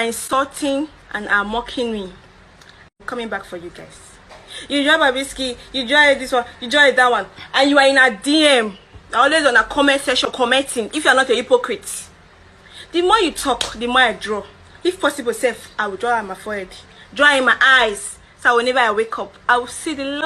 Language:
Nigerian Pidgin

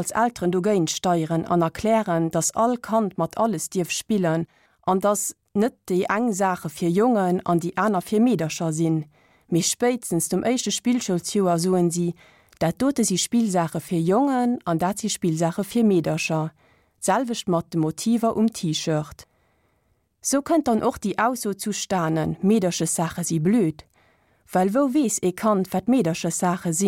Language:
Luxembourgish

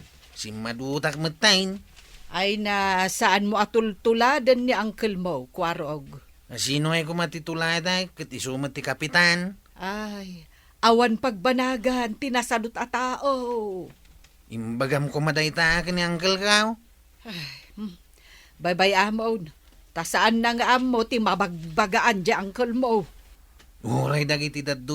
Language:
Iloko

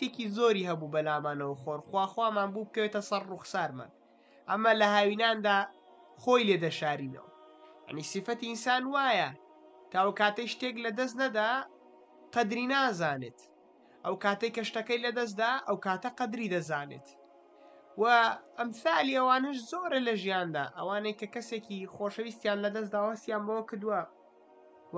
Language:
Central Kurdish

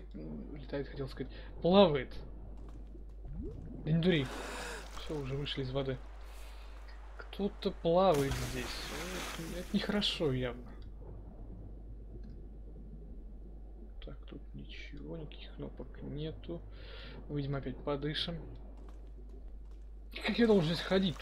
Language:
Russian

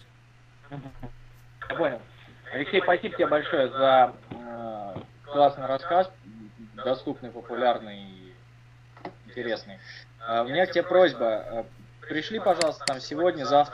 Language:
Russian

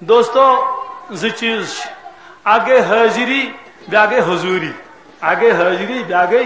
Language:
Kashmiri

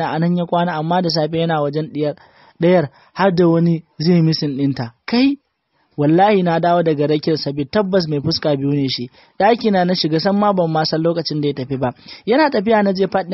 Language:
Hausa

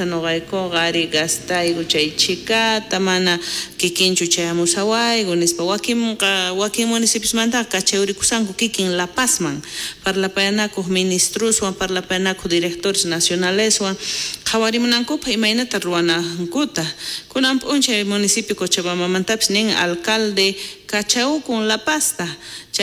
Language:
South Bolivian Quechua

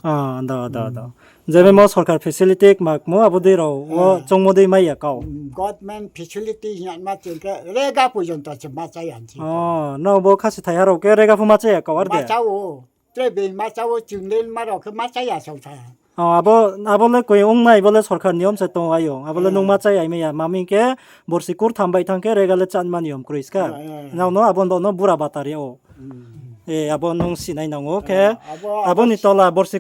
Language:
Riang (India)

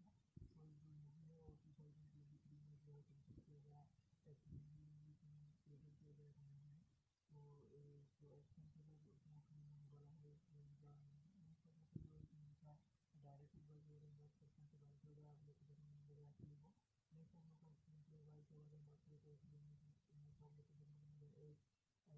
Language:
Hindi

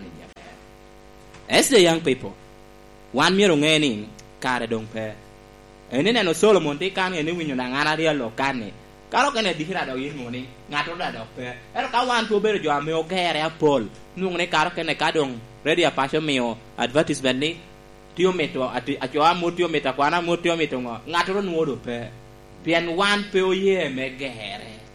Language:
Lango (Uganda)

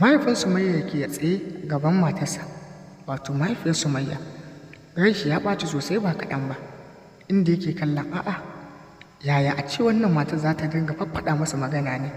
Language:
Hausa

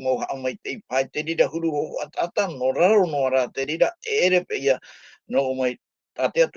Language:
Tahitian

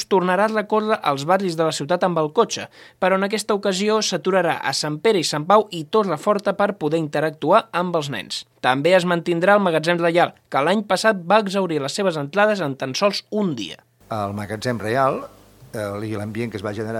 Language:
Catalan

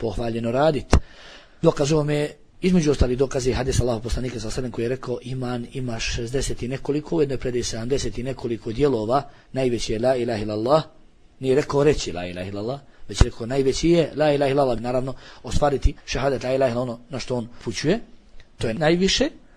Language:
Bosnian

